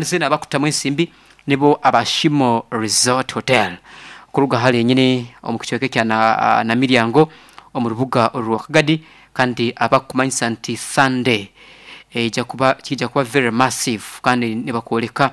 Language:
Nyoro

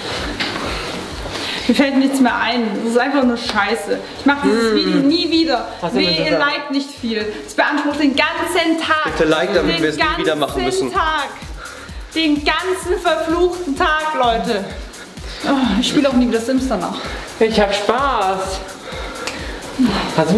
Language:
German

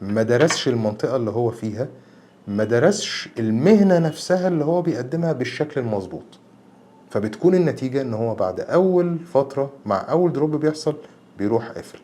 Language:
Egyptian Arabic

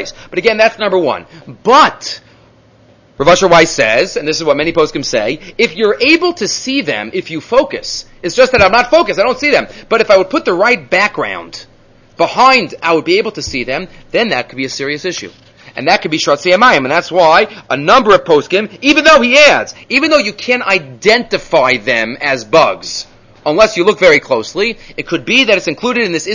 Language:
English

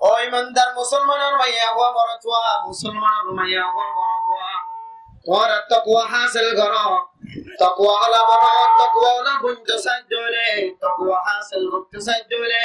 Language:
Rohingya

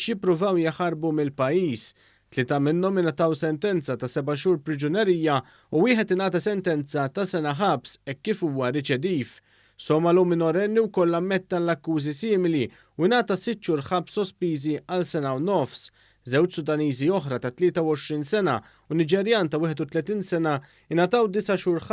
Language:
Maltese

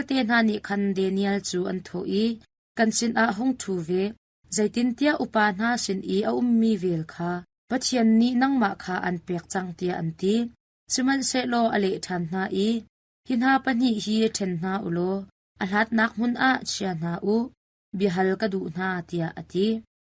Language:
Hakha Chin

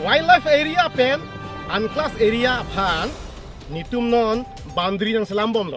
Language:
Karbi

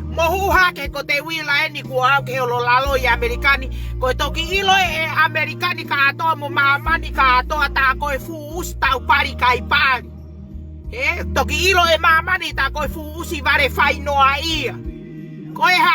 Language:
Tongan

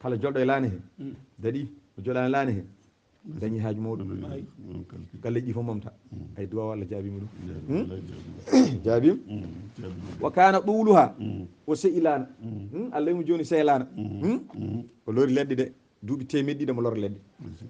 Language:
Fula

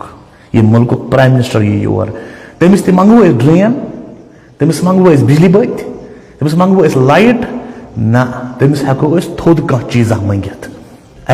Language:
Kashmiri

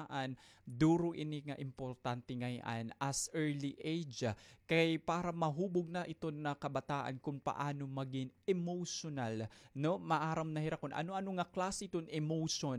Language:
Waray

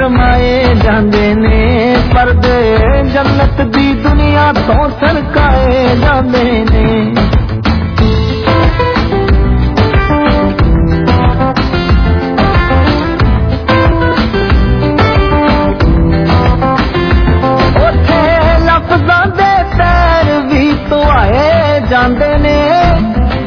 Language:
Punjabi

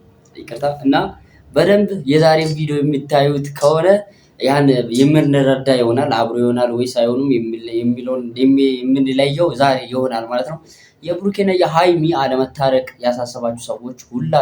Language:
Amharic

